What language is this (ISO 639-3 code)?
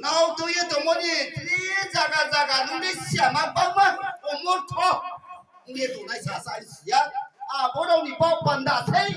ria